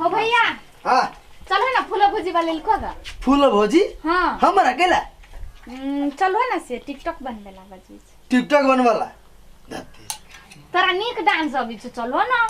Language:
Maithili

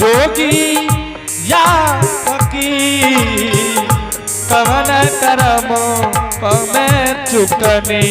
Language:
Angika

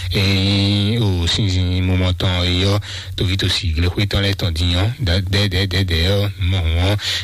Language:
Fon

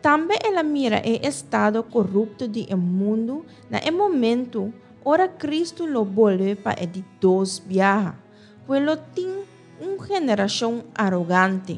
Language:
Papiamento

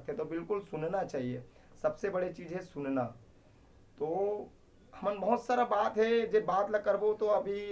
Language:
Chhattisgarhi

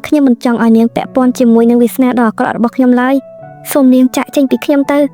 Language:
Khmer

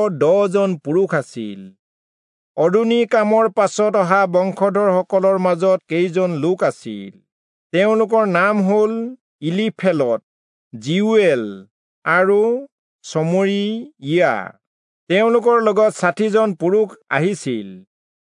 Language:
Assamese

